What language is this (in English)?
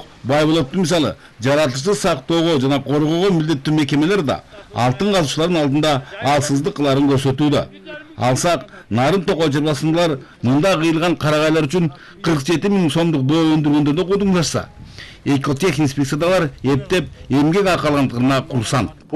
Kyrgyz